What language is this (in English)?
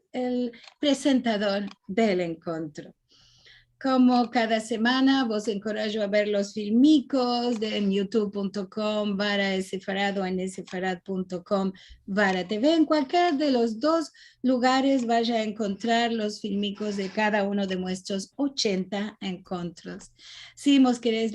Ladino